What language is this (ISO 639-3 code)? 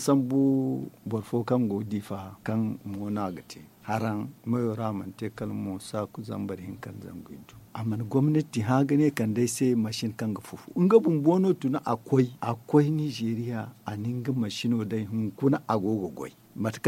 dje